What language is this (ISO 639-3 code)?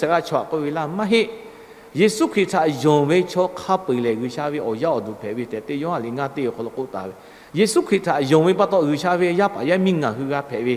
lhu